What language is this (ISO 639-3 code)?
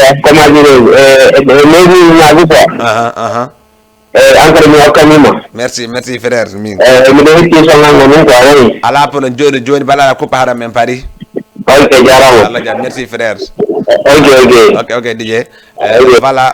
ful